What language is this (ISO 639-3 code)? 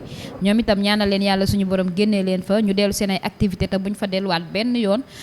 wol